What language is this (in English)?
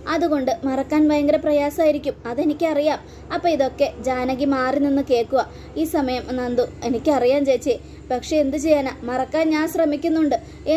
Malayalam